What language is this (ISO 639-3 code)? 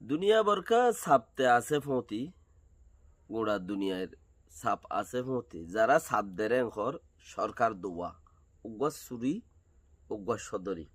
rhg